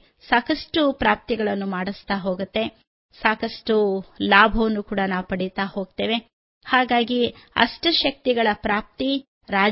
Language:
Kannada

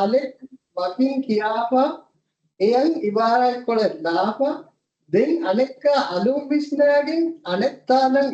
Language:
Divehi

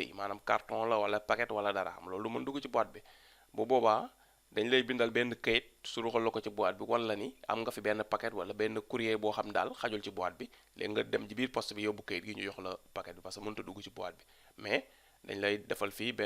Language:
Wolof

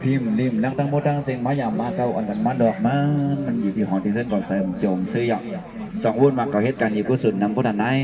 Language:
Shan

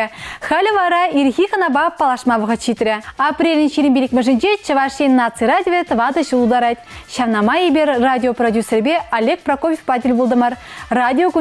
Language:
Chuvash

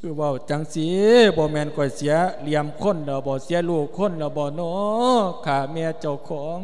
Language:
Lao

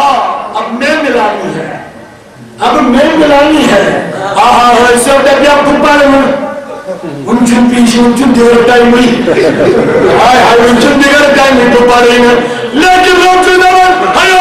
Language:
Kashmiri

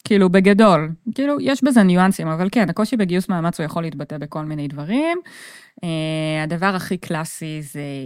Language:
Hebrew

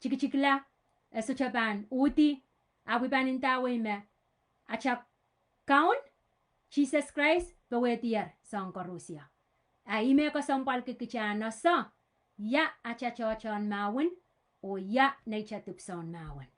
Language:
Pohnpeian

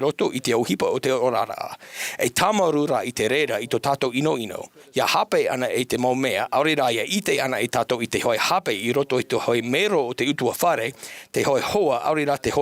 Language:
Tahitian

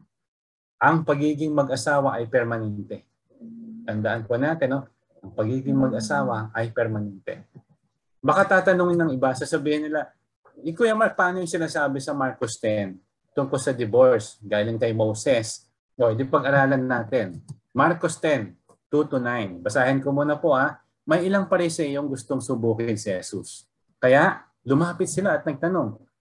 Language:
Filipino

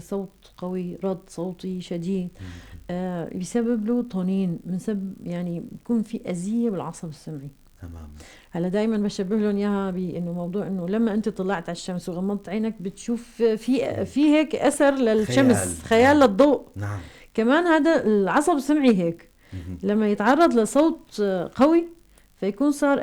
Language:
North Levantine Arabic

